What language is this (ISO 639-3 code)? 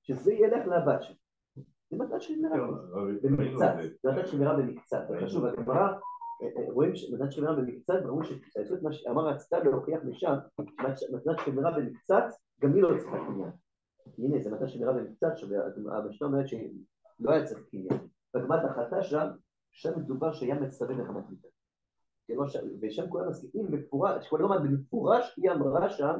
heb